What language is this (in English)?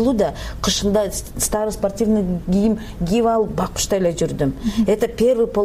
Kyrgyz